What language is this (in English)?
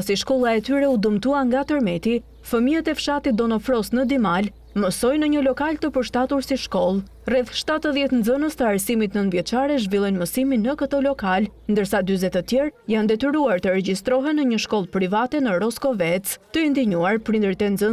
Albanian